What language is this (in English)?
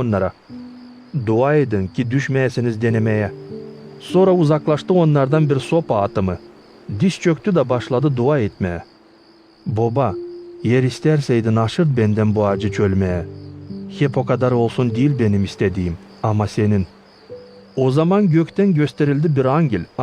Gagauz